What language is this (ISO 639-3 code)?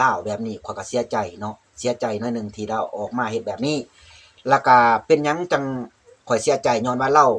lao